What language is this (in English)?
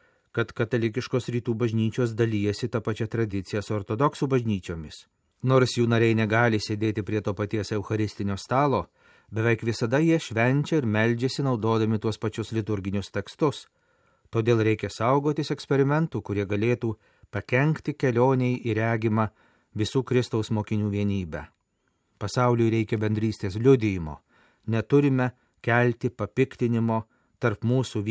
Lithuanian